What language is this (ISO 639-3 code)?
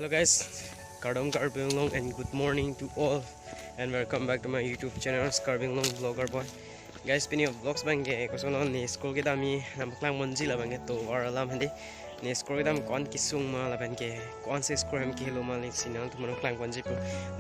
mjw